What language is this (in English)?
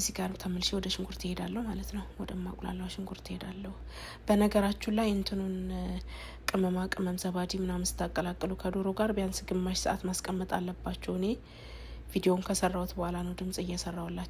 Amharic